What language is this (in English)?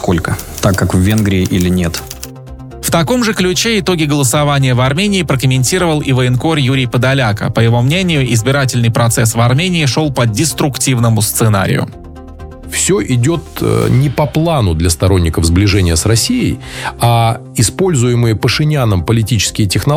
Russian